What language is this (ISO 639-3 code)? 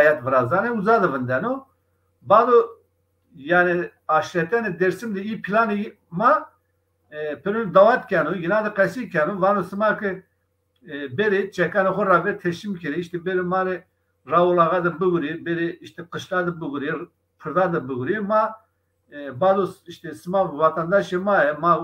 zza